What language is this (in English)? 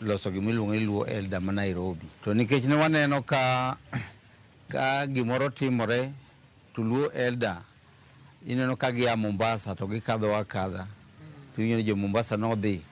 Luo (Kenya and Tanzania)